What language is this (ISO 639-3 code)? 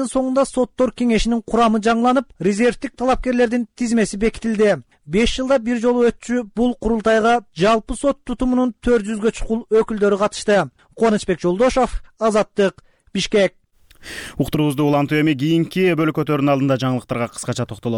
kir